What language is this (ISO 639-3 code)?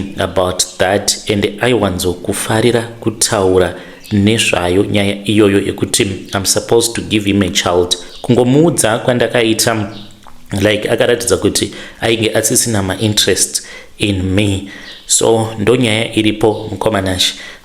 sna